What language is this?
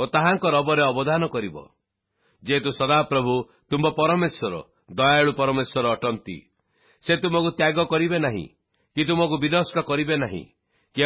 Odia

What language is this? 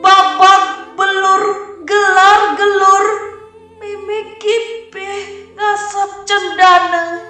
Balinese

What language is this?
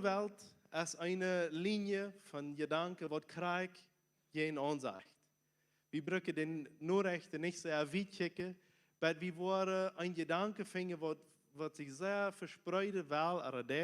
Plautdietsch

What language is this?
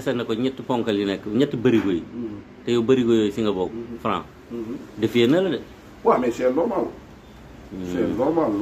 Wolof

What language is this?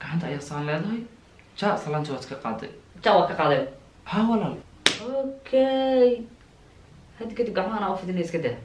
Somali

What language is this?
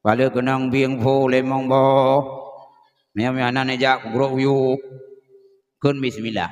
Achinese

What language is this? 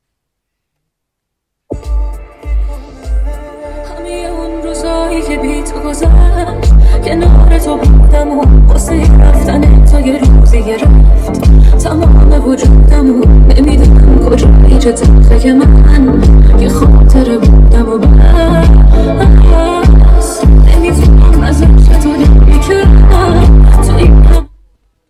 Persian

